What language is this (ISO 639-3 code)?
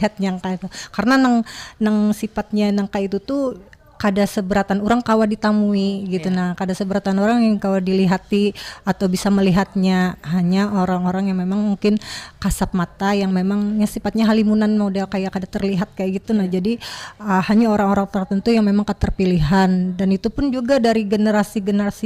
bjn